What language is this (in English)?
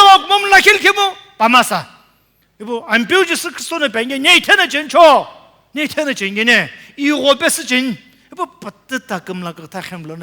Sumi Naga